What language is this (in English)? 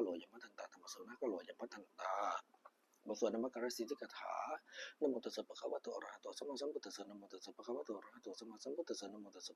Pali